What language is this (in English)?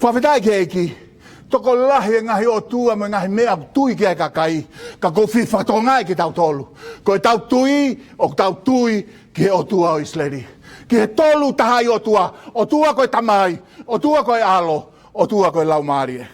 Tongan